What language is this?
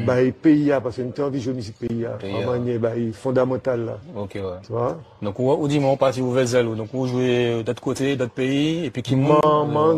Guadeloupean Creole French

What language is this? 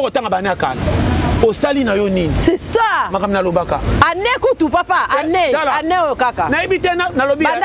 Lingala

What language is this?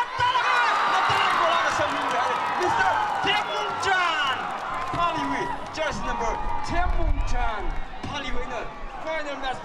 Tangkhul Naga (India)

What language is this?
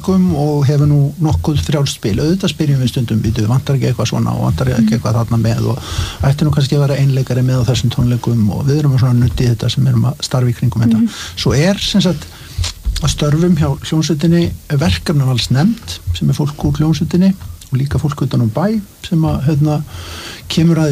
Icelandic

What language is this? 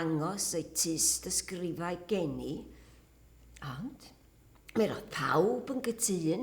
Welsh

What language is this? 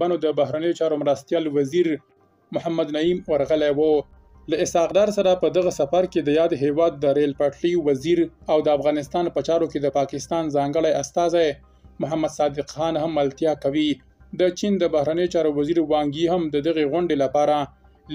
Pashto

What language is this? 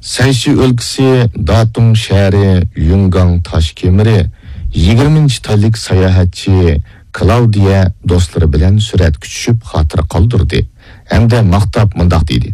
Uyghur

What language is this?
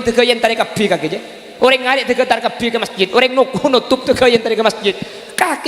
Madurese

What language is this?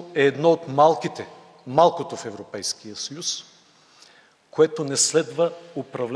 Bulgarian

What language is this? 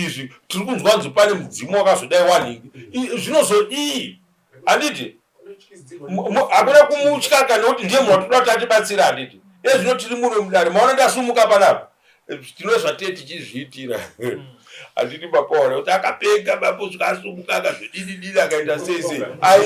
Shona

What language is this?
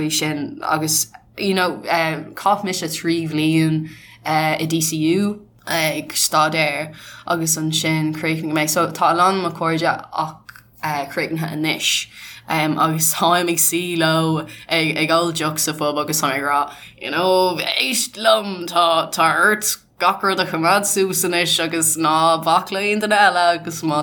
Irish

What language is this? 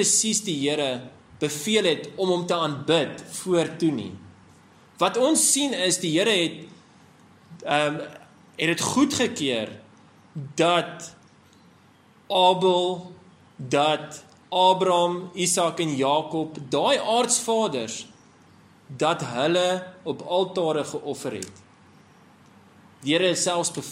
Afrikaans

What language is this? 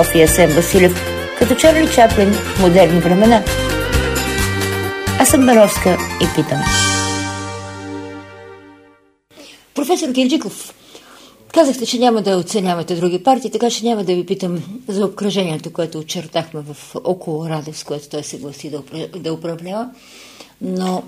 Bulgarian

